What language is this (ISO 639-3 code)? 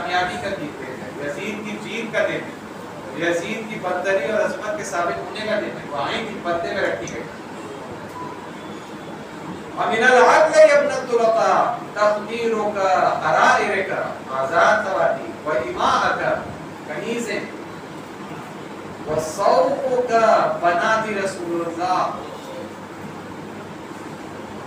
urd